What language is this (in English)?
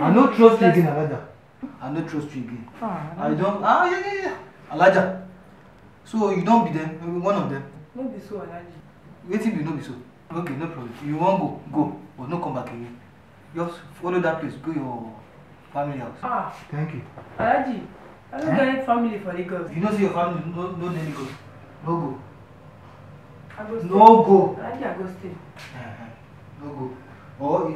Nigerian Pidgin